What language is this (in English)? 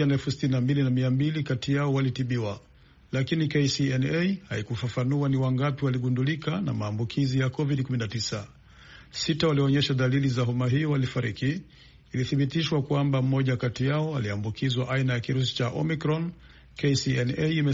Swahili